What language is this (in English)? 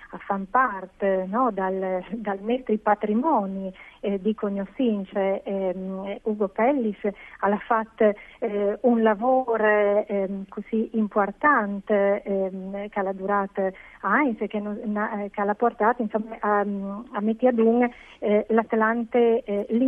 Friulian